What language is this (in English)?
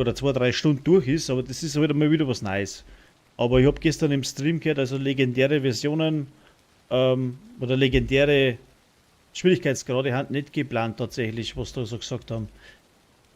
Bavarian